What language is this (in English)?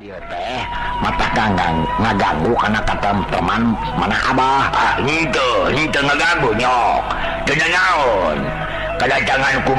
Sundanese